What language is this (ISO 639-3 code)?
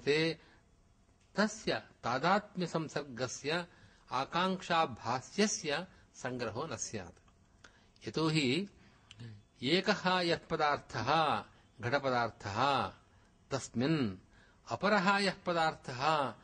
san